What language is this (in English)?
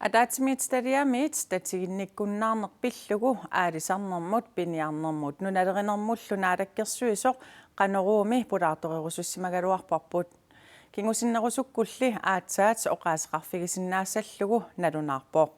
Kalaallisut